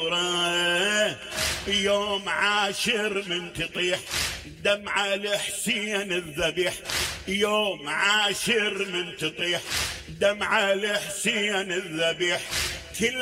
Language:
Mesopotamian Arabic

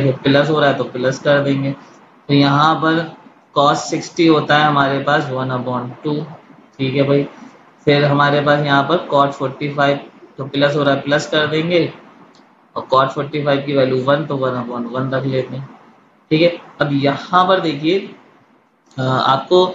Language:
Hindi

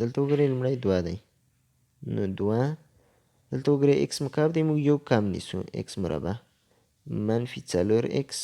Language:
Pashto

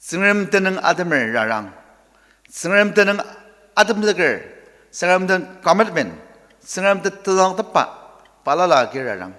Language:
Ao Naga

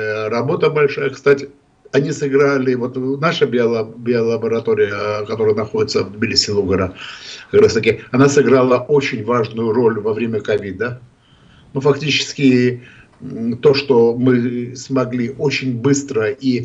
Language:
Russian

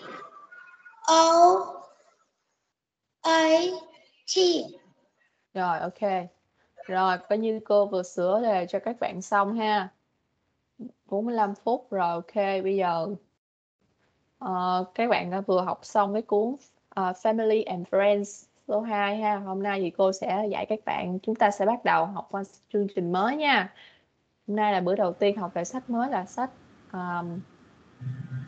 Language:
Vietnamese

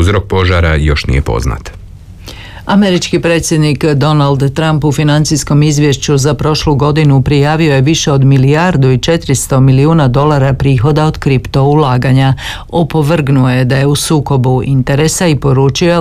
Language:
Croatian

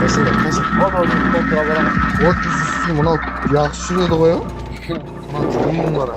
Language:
Kara-Kalpak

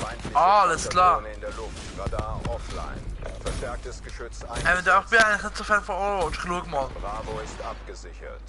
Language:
Swiss German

